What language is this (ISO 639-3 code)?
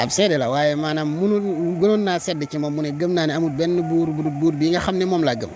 wol